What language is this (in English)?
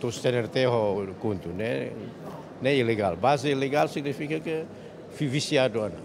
Tetum